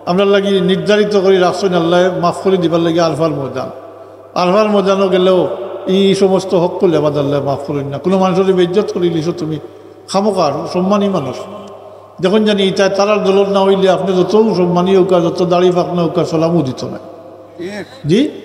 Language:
Sylheti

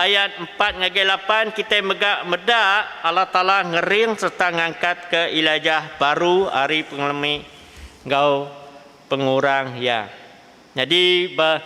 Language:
Iban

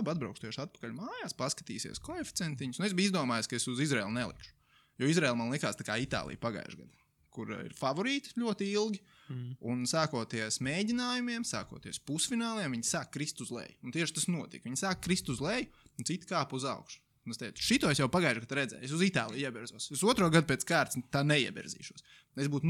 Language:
Latvian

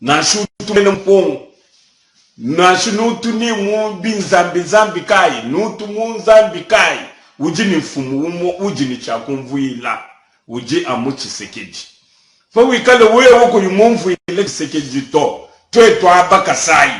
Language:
Luba-Lulua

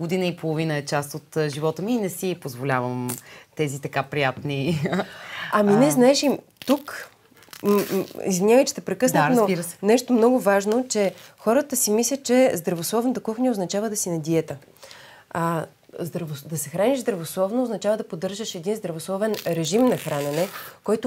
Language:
Bulgarian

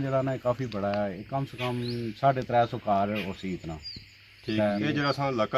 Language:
Pahari-Potwari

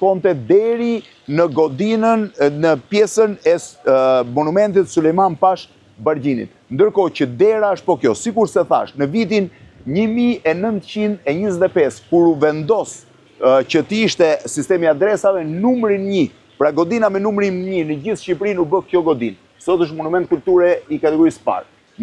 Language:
Albanian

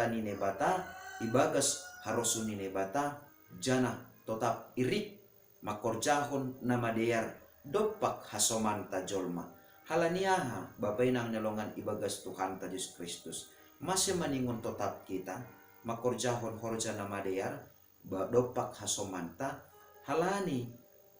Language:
Batak Simalungun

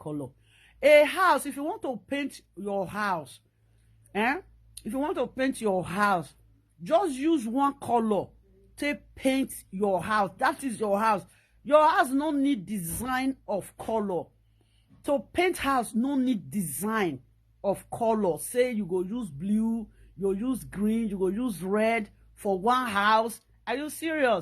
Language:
Nigerian Pidgin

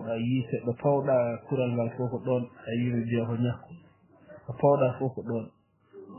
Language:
Fula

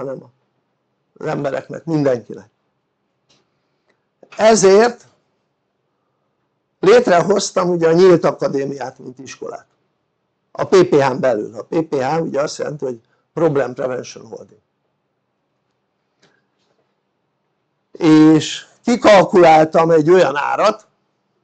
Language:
Hungarian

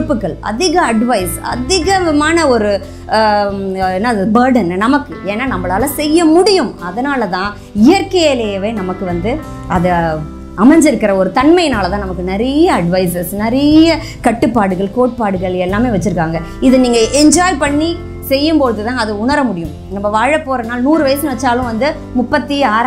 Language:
Tamil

